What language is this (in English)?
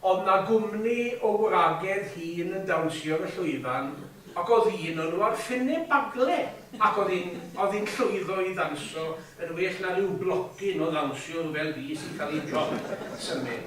Welsh